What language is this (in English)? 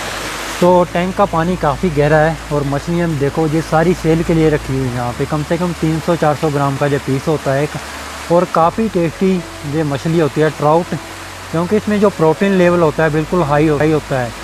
Hindi